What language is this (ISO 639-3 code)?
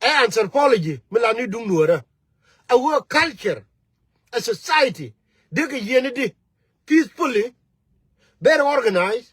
nus